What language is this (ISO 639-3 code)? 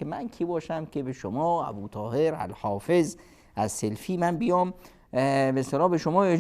fas